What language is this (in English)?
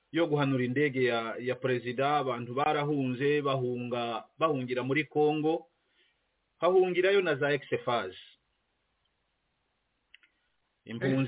Kinyarwanda